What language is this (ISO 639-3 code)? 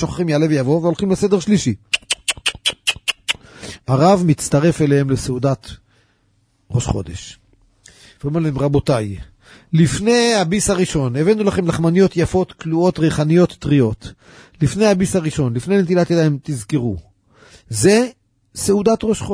heb